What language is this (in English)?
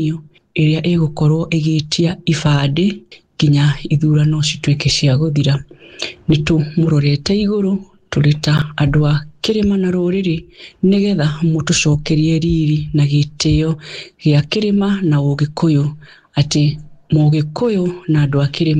Kikuyu